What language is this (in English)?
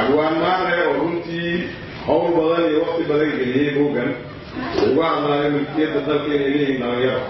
Somali